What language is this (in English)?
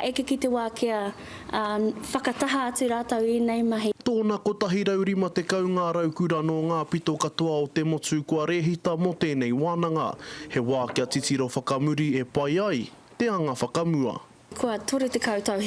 Māori